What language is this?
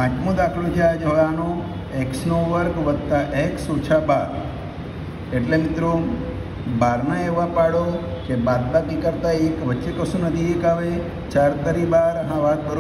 Gujarati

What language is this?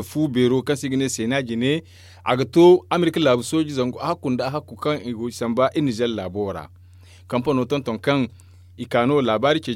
Zarma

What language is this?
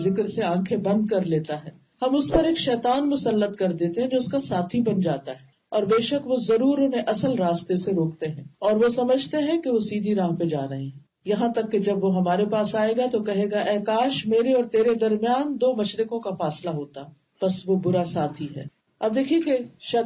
Urdu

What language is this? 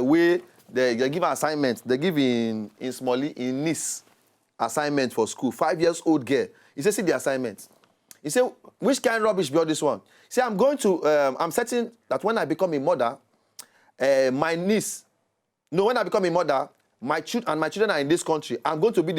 Nigerian Pidgin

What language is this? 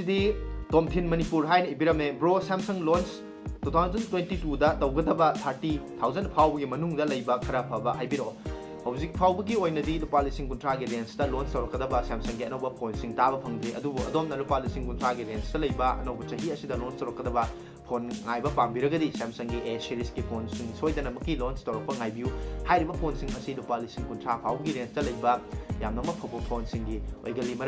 Manipuri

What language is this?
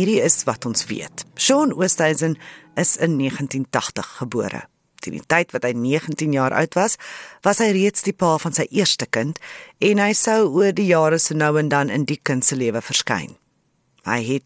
Afrikaans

